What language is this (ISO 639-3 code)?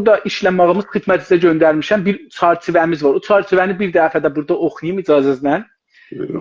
azb